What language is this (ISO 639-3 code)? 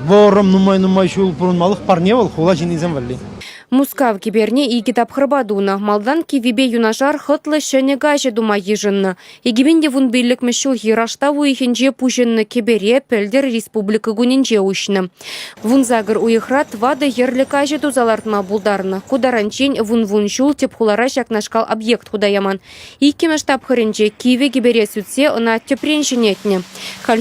chv